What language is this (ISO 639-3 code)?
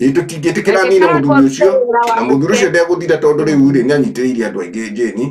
kik